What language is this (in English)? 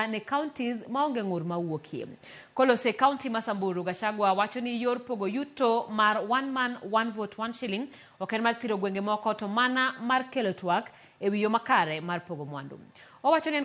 Luo (Kenya and Tanzania)